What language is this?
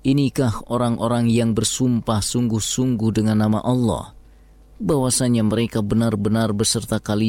Indonesian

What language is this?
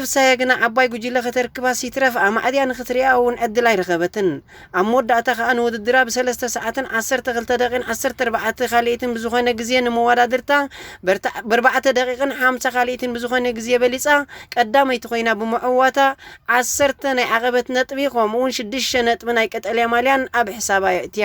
Tigrinya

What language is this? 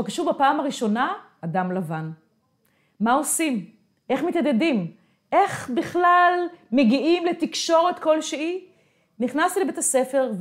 Hebrew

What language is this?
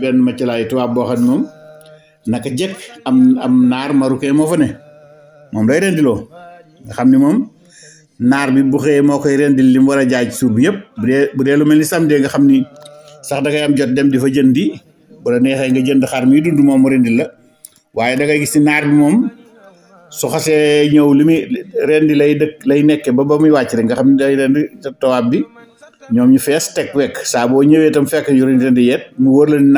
Wolof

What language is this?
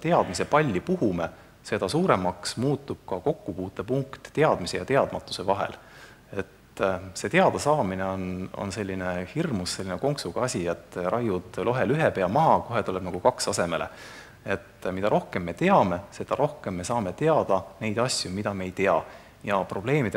Estonian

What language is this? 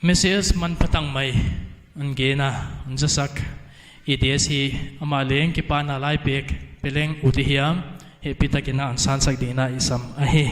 Paite Chin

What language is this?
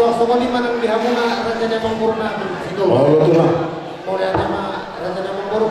Batak Toba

